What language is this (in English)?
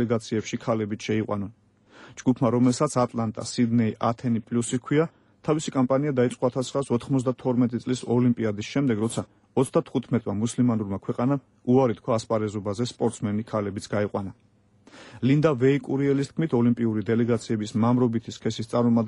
Georgian